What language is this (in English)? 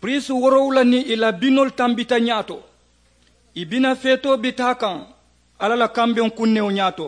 Mandingo